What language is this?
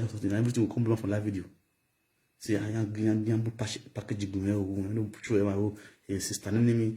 Nigerian Pidgin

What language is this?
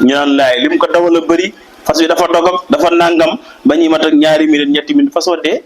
Wolof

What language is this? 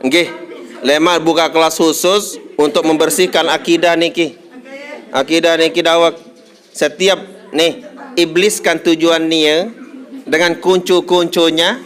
Sasak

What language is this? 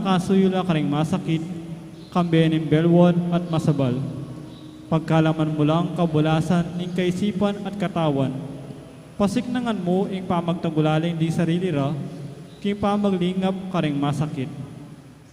Pampanga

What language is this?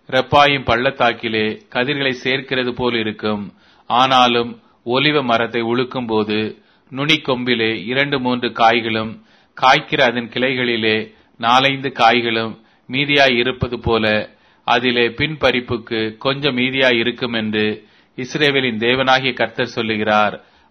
Tamil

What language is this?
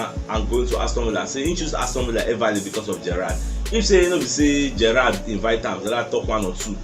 Nigerian Pidgin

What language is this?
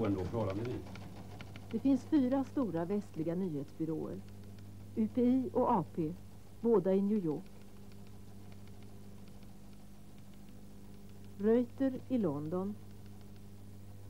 Swedish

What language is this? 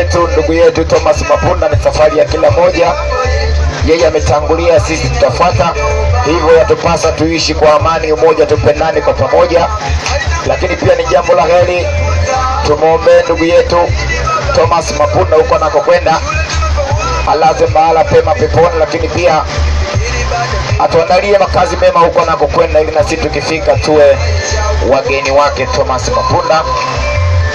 Swahili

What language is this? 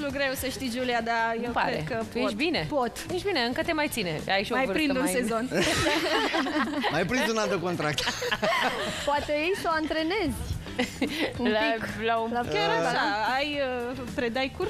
Romanian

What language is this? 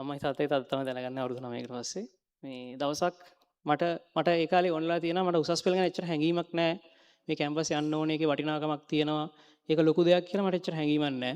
Sinhala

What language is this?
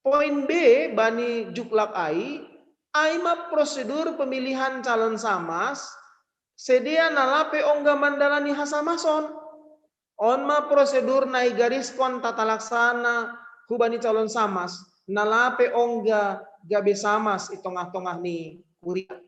Batak Simalungun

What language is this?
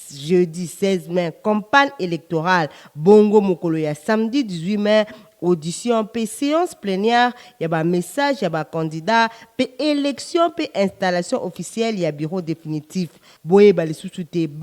Lingala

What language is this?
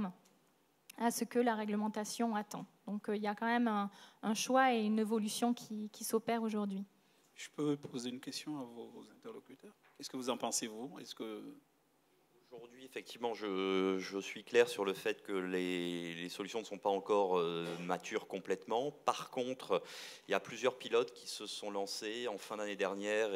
French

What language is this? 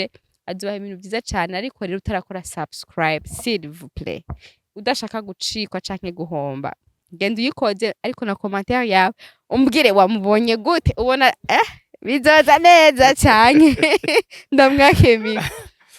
Rundi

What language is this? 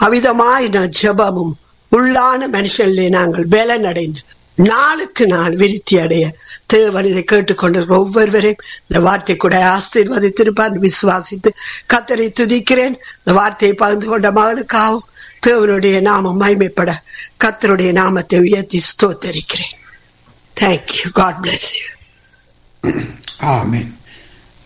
Tamil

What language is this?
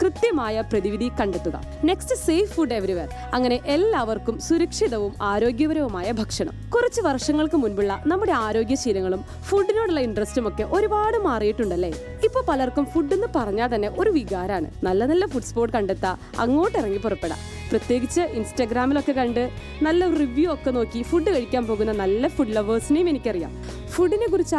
Malayalam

